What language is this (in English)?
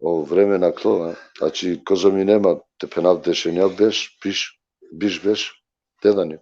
Balkan Romani